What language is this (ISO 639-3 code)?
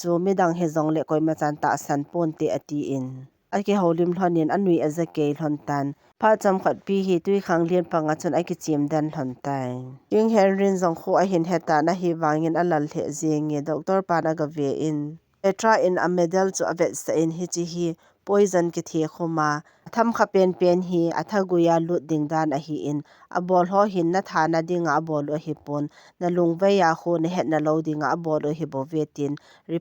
tcz